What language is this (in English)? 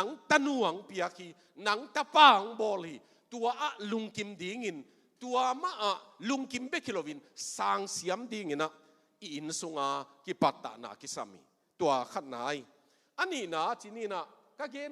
Tedim Chin